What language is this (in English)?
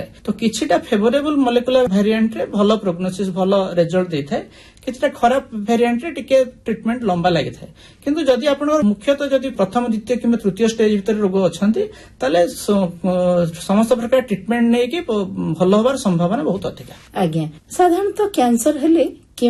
Odia